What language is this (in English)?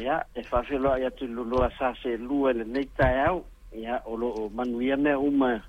Samoan